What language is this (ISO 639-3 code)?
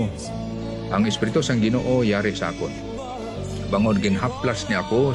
hil